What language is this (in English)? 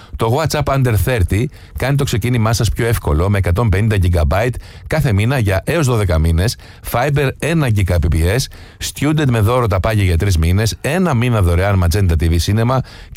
Greek